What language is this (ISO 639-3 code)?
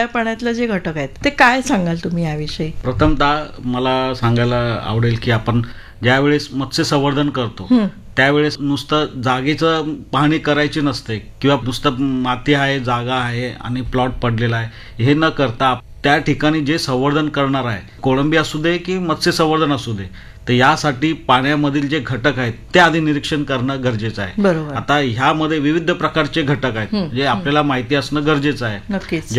mar